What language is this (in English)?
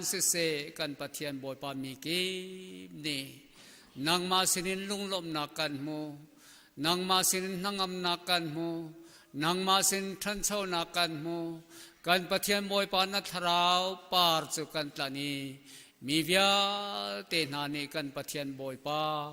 Hakha Chin